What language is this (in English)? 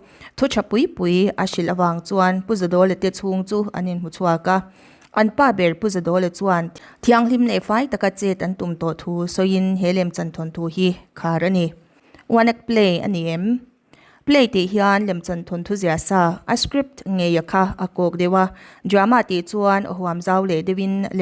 Mizo